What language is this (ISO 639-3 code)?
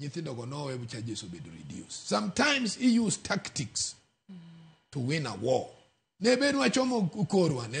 luo